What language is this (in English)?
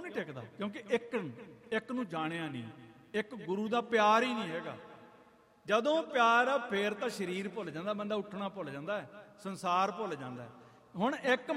Punjabi